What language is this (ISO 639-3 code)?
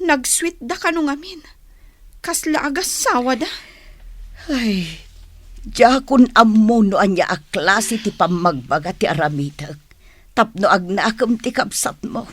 ilo